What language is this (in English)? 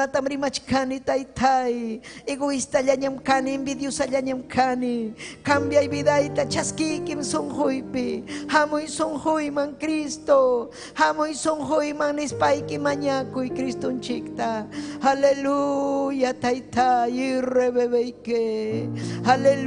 Ayacucho Quechua